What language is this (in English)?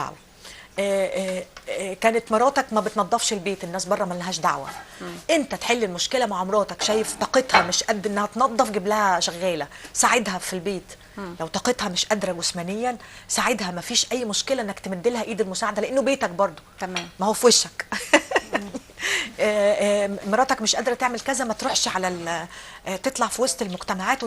Egyptian Arabic